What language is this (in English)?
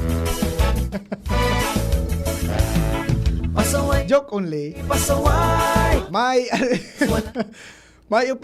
Bikol